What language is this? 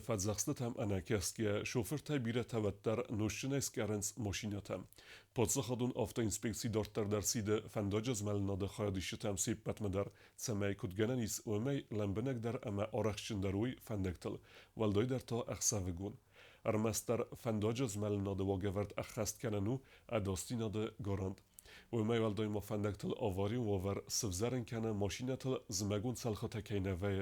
Ossetic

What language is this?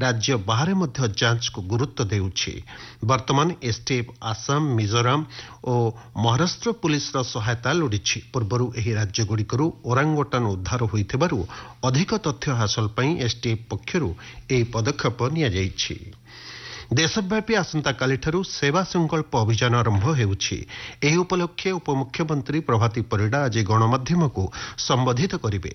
Odia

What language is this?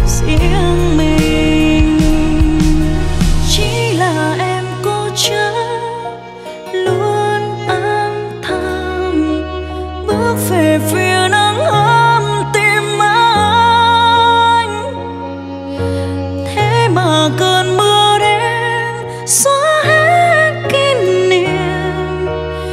Vietnamese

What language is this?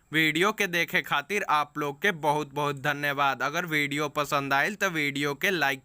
Bhojpuri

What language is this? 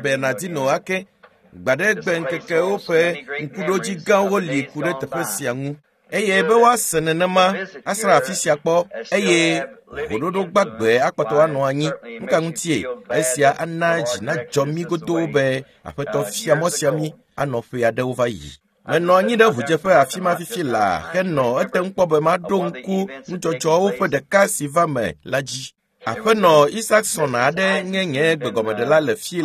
Ewe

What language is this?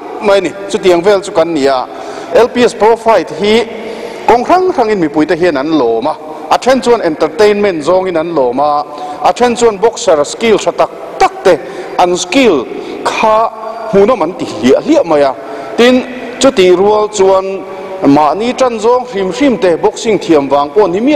Mizo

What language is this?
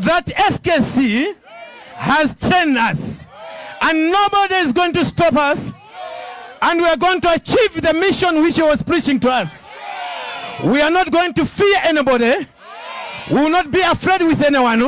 Nyanja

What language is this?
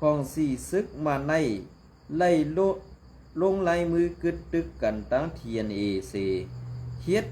Shan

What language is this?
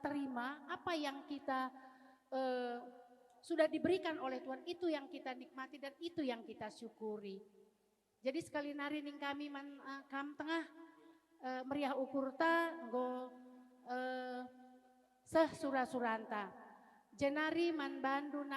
Batak Karo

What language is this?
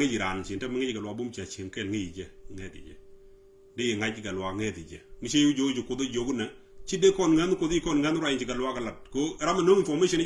Nuer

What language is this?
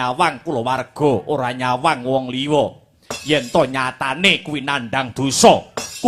Javanese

